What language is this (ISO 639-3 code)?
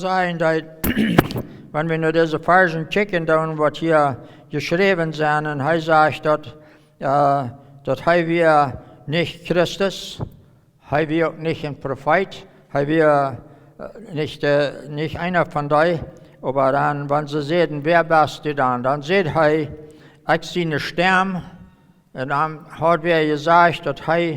pdt